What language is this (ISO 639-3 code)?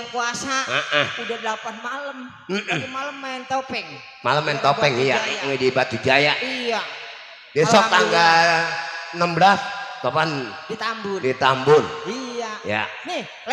bew